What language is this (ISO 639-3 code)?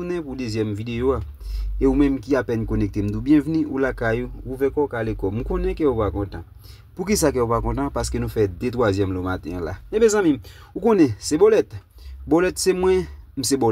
hat